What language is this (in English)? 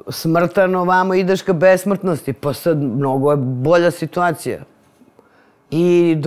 Serbian